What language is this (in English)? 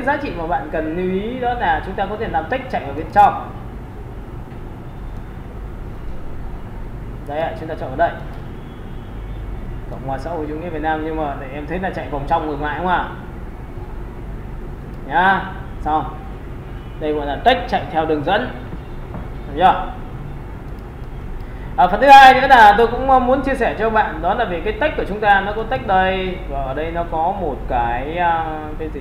Vietnamese